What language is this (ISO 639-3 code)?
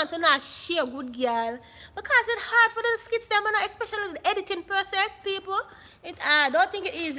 jam